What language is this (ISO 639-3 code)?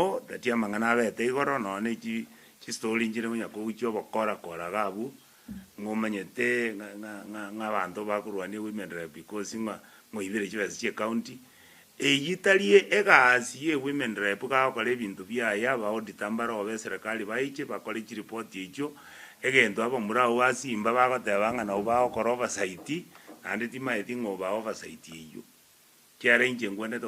guz